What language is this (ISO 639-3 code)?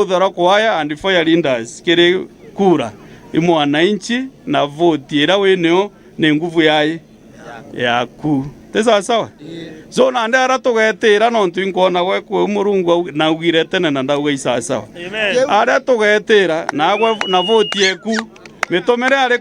mer